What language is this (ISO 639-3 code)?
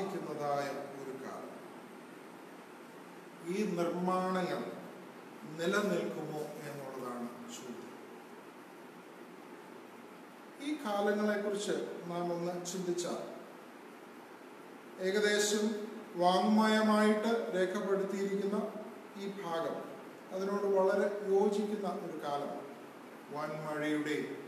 mal